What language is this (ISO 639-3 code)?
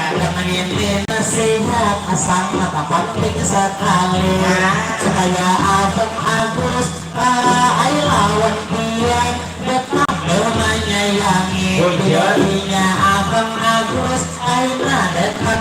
bjn